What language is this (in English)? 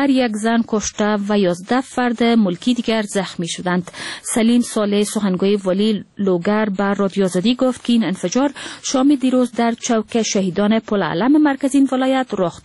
Persian